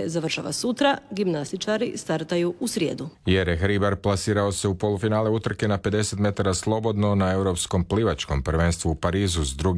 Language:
Croatian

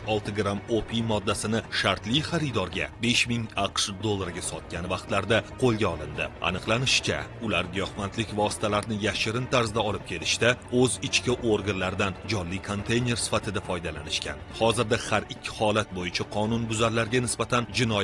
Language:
Uzbek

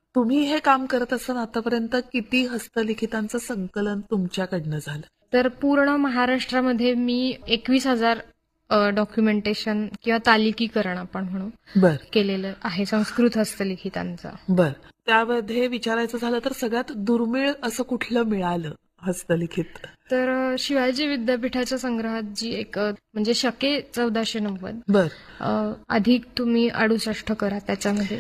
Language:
Marathi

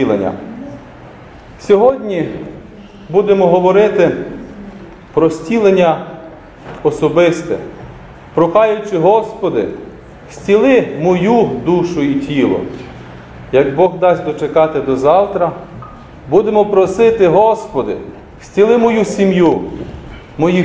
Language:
Ukrainian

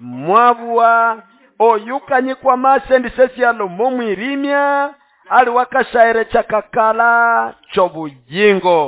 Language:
Nande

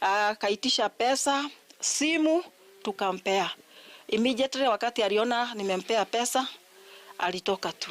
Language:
Gusii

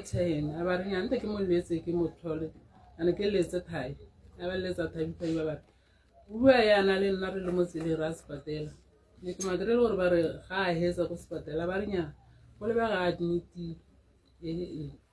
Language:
Tswana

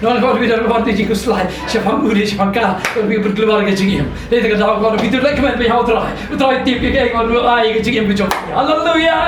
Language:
Khasi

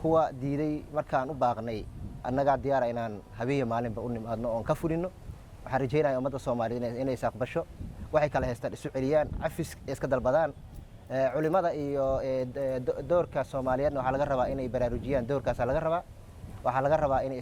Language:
Somali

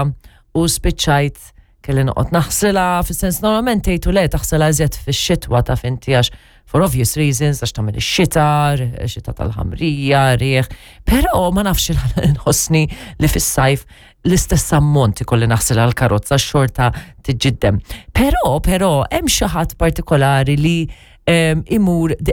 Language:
Maltese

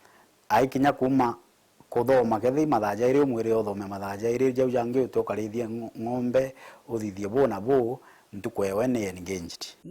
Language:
Meru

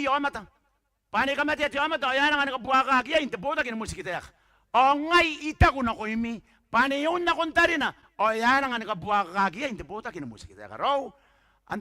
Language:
Gilbertese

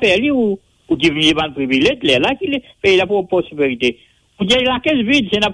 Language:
Morisyen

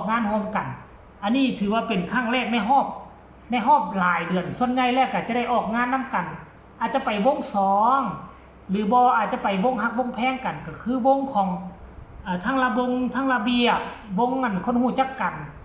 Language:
Lao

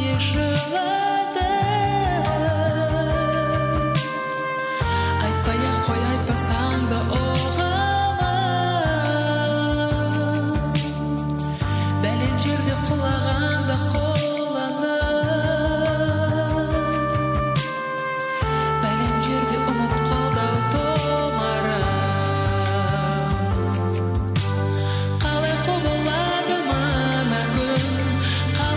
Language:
Kazakh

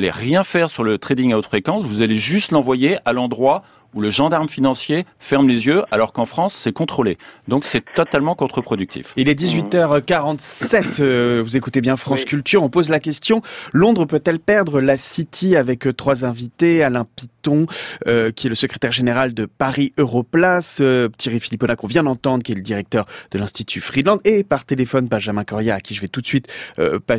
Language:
French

